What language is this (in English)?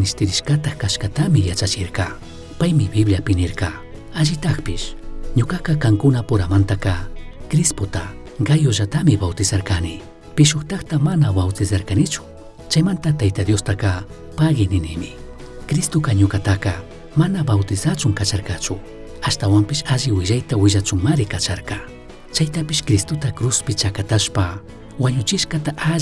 Chimborazo Highland Quichua